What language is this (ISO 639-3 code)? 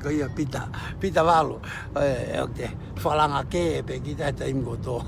ton